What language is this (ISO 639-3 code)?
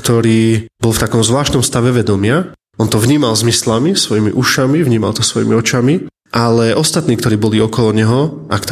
slk